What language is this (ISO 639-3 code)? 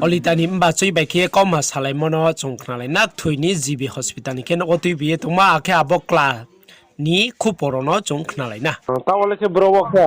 ria